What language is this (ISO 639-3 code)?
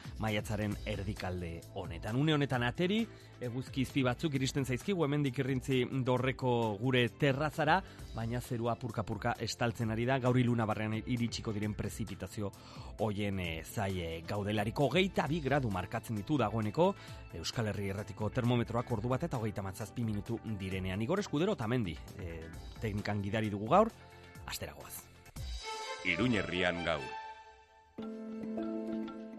eus